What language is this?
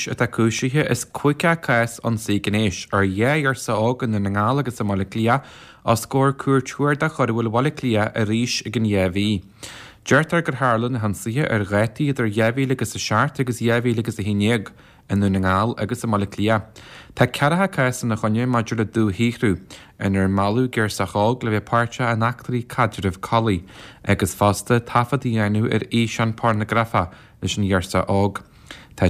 Irish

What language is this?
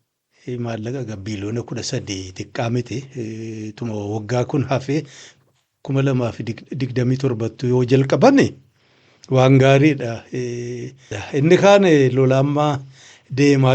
Oromo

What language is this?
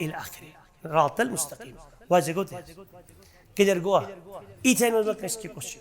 Kashmiri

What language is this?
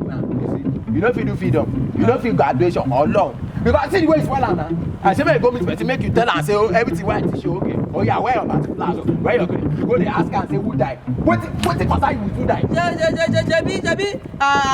Nigerian Pidgin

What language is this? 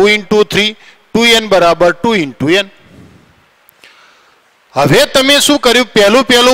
Gujarati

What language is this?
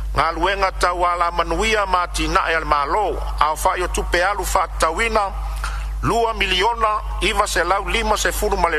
Samoan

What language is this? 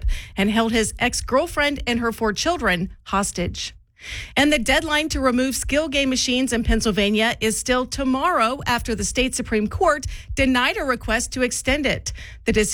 English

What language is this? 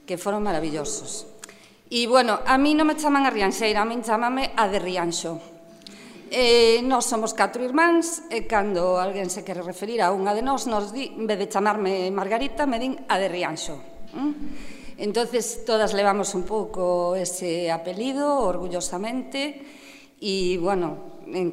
Galician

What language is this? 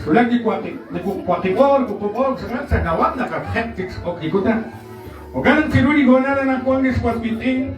Kekchí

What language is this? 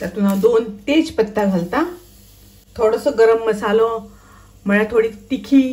Konkani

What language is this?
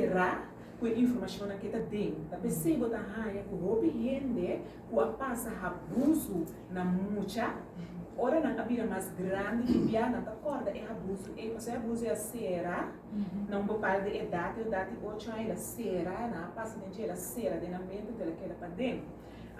Papiamento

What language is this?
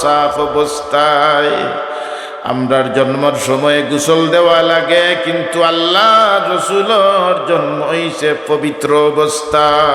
Sylheti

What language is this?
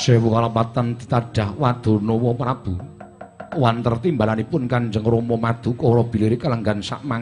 Javanese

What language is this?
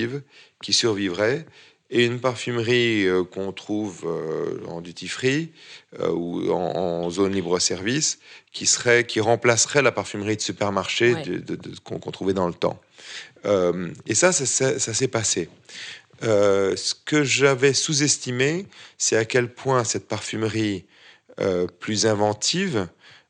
French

